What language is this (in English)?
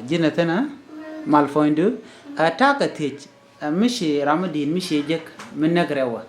Nuer